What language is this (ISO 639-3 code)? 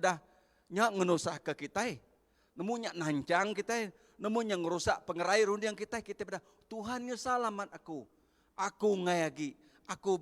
iba